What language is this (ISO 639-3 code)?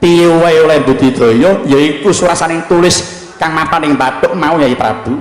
jav